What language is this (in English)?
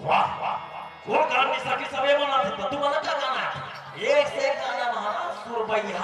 Chhattisgarhi